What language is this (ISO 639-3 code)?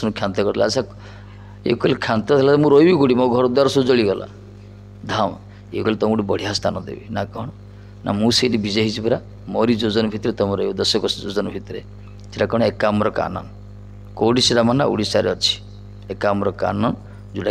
ori